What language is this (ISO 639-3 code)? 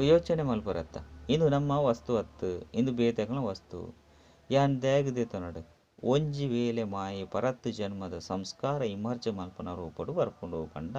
tcy